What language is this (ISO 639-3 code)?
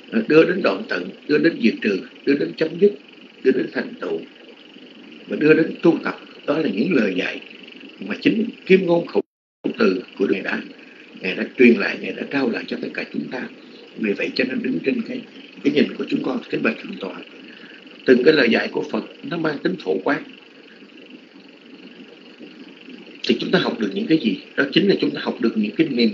vie